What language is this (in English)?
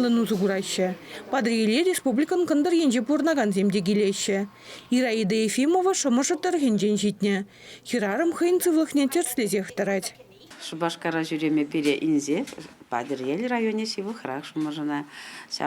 Chuvash